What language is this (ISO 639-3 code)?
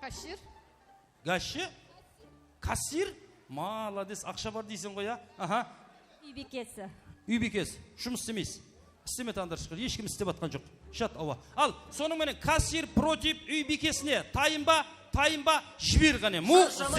kaa